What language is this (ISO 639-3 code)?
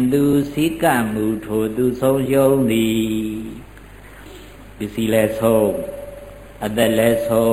mya